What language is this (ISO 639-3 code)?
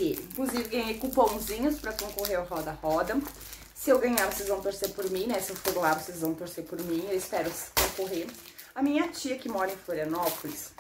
por